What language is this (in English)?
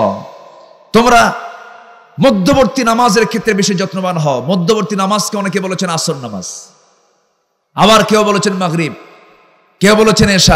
Bangla